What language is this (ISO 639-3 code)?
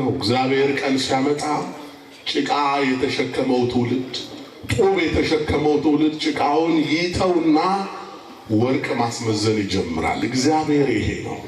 amh